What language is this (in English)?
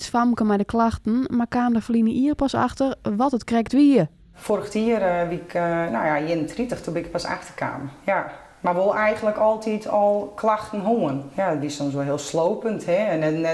Western Frisian